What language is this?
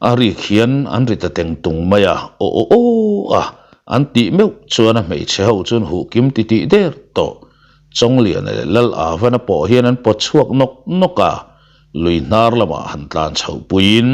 Mizo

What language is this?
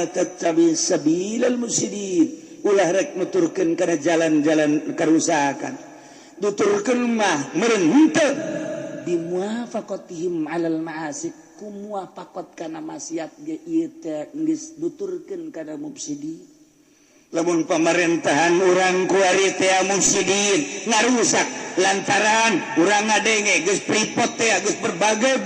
Sundanese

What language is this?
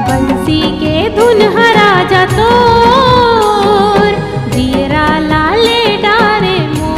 Chhattisgarhi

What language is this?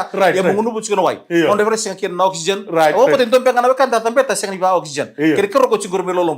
Fijian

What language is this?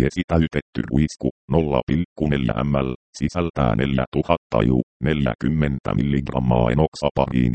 Finnish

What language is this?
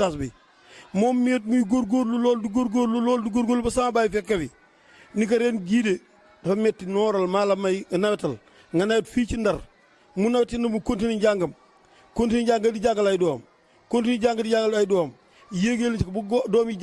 Wolof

